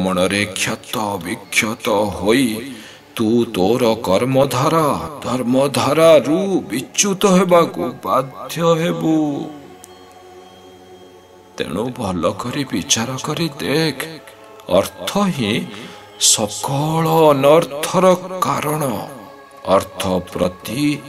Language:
Odia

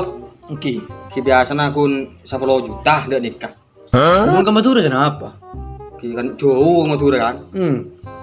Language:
Madurese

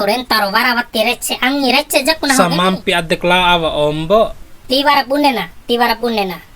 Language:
Bima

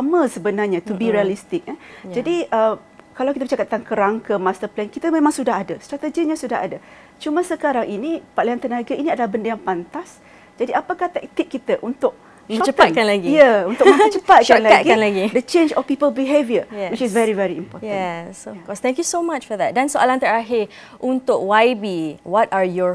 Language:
Malay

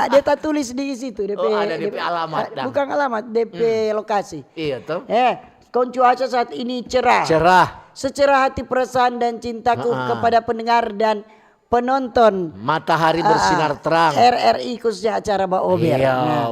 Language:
Manado Malay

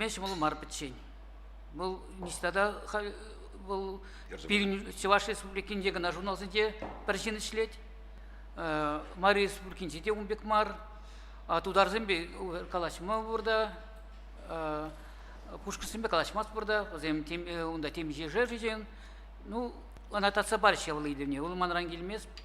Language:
Chuvash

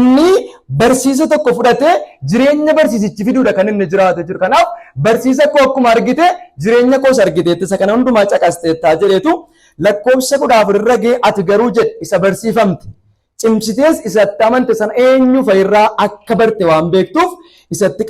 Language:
Oromo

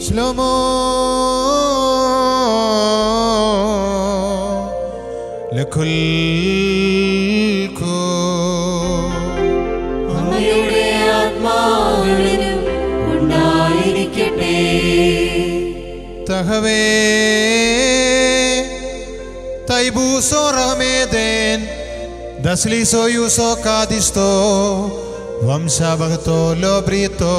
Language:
Malayalam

